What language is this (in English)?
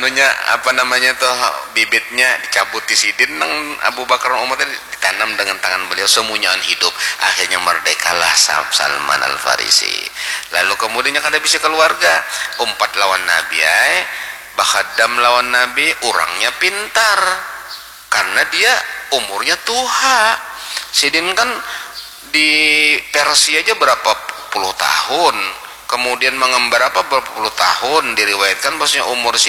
Banjar